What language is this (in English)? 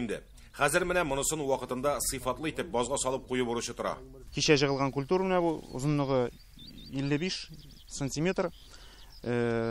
Tatar